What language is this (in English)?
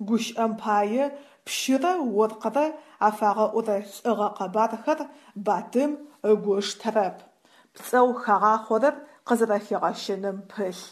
Adyghe